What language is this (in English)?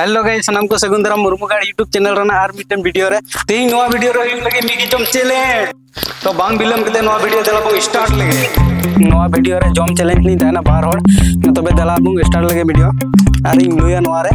Santali